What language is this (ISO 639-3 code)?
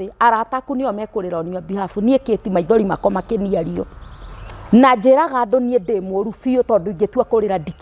kik